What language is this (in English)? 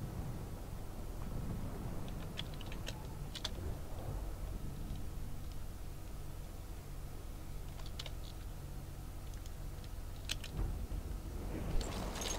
Japanese